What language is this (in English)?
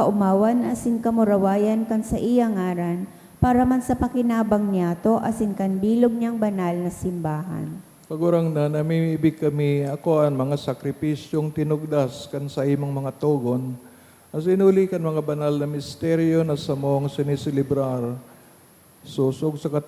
Bikol